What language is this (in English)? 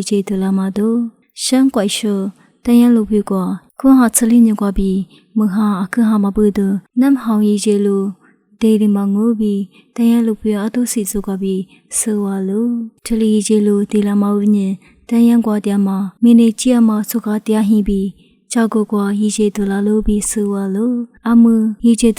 Lisu